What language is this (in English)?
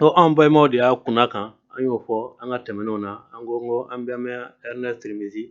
Bambara